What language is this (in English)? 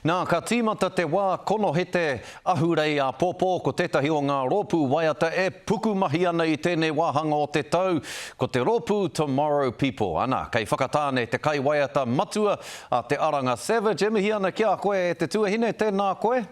Māori